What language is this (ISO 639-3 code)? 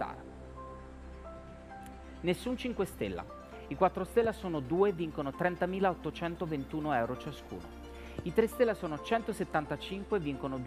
ita